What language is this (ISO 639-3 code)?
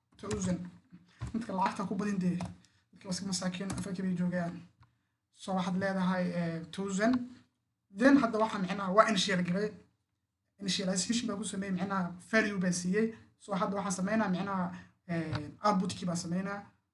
som